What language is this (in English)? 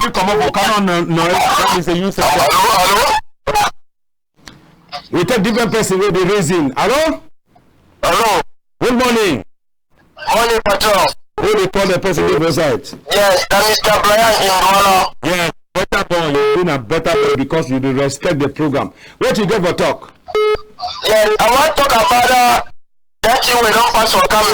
Cameroon Pidgin